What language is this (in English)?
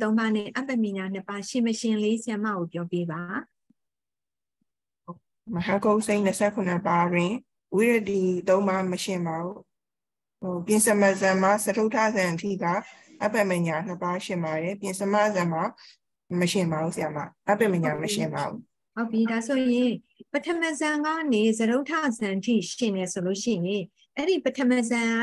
Burmese